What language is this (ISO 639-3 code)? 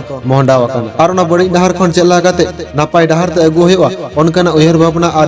sat